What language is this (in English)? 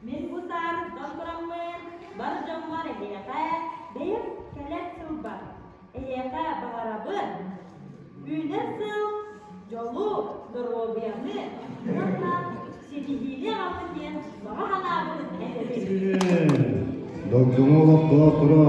Yakut